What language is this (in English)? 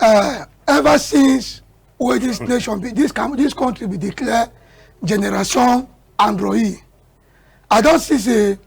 Cameroon Pidgin